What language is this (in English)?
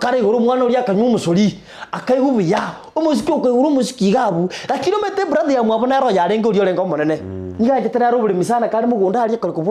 Gusii